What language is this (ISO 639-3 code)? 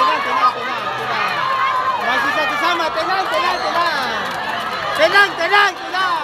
abs